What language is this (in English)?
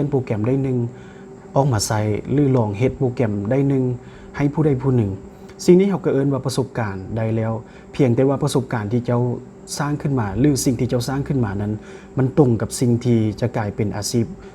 Lao